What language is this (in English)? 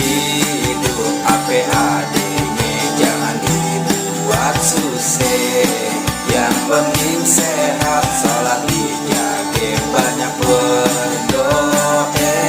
Betawi